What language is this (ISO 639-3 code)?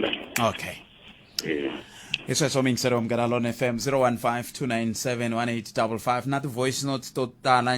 tso